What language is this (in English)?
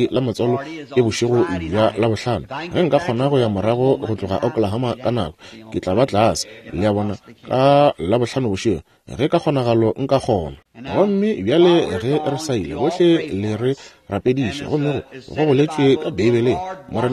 Northern Sotho